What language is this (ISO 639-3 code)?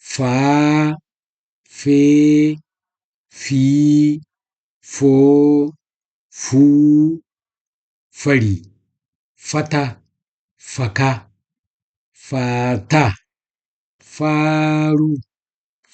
dje